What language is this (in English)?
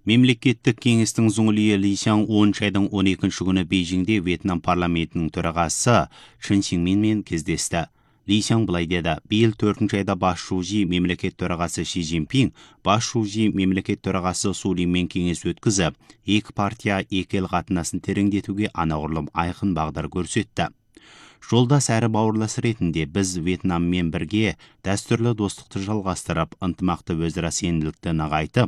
Kazakh